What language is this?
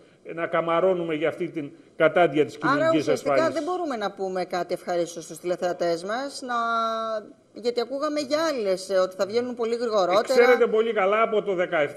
Greek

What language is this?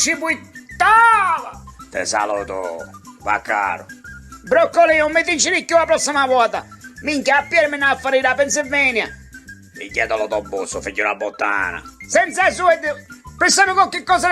Sicilian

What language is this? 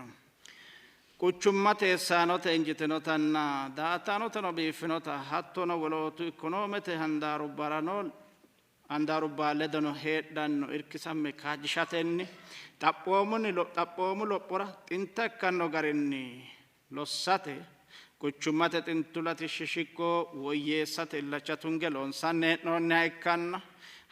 Sidamo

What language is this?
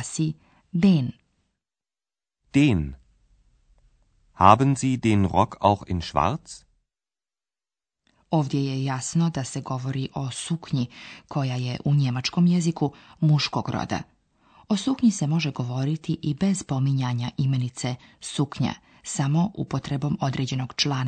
Bosnian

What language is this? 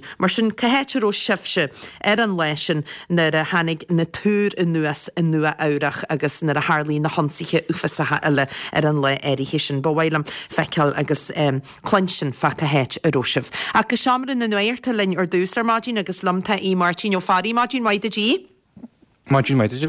Irish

